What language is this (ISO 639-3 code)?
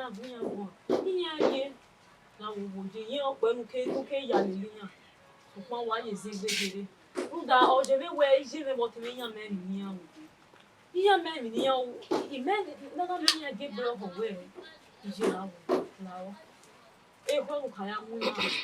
bin